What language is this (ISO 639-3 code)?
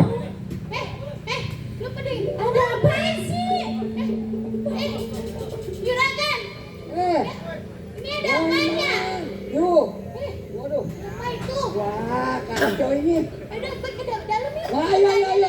bew